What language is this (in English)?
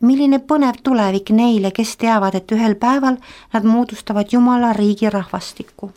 Estonian